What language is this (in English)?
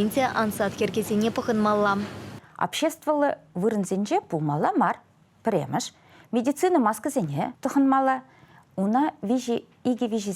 Chuvash